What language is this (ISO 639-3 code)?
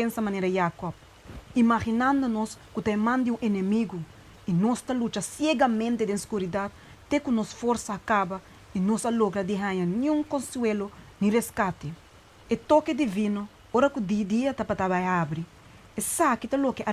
pap